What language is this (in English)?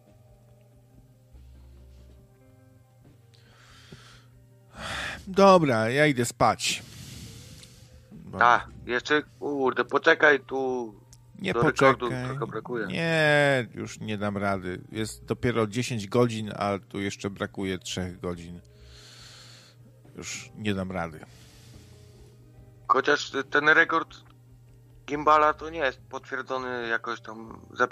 Polish